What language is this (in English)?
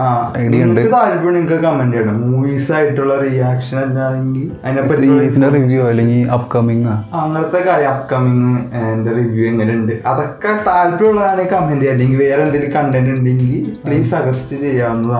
Malayalam